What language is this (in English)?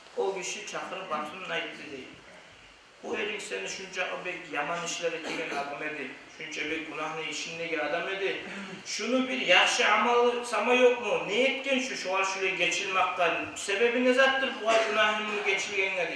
Kumyk